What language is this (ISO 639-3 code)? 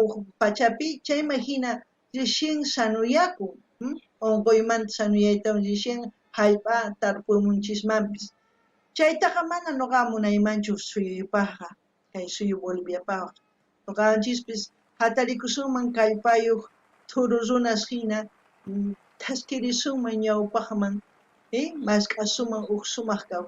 quh